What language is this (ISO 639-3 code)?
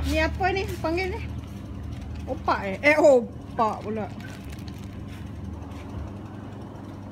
msa